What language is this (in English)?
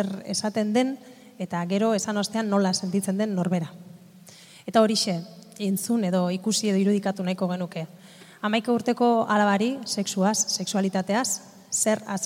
Basque